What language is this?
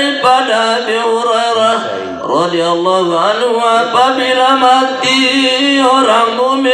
Sasak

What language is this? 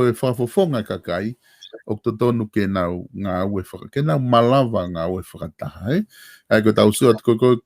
Tongan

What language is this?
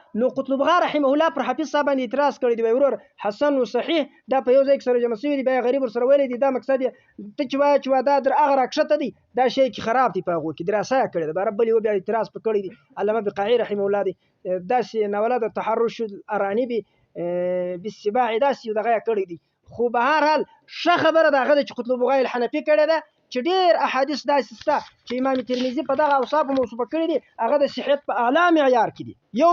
Pashto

